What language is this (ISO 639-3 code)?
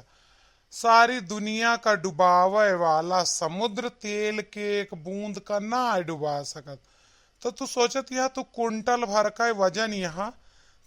awa